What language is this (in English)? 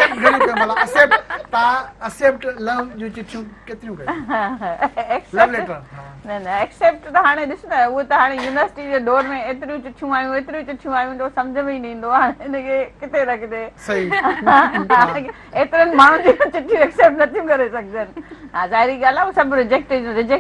Sindhi